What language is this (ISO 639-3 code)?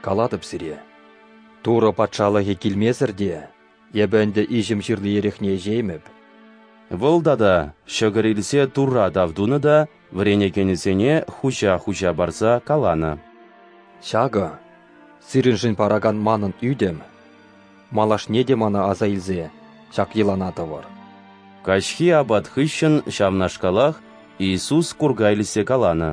chv